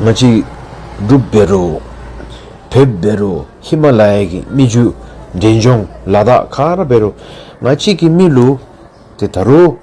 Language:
Dzongkha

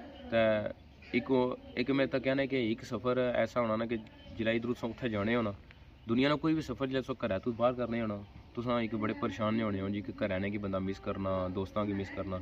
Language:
Pahari-Potwari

